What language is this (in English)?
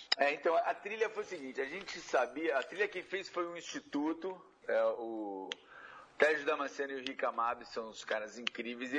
Portuguese